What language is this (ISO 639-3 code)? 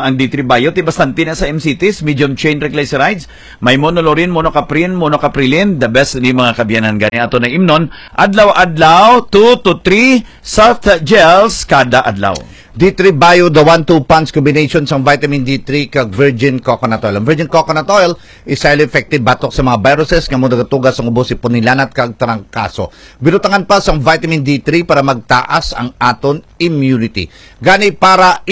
hil